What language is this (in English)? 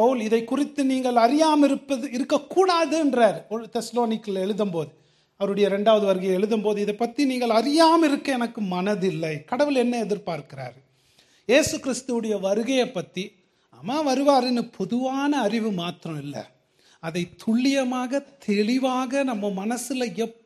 Tamil